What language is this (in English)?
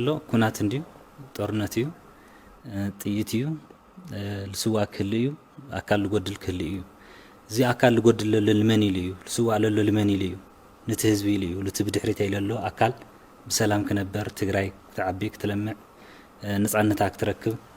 Tigrinya